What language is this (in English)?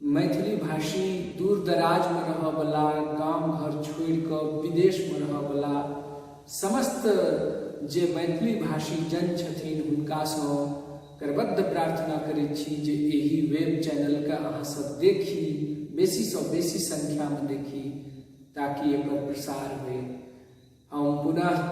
Maithili